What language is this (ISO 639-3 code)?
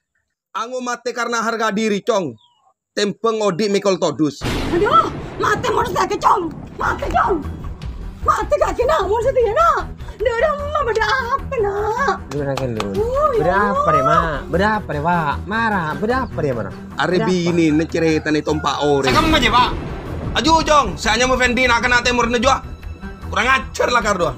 mad